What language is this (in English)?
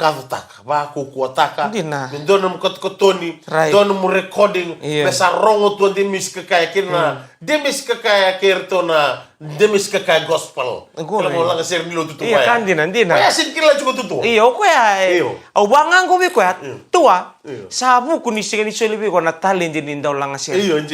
Fijian